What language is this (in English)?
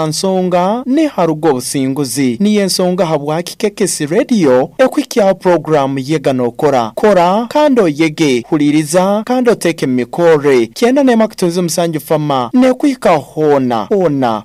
Nyoro